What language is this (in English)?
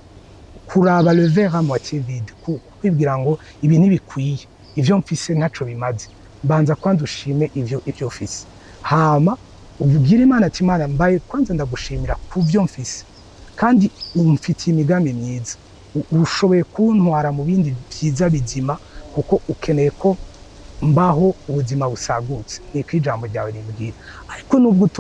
Rundi